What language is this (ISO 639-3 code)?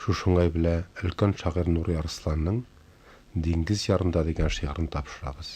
tat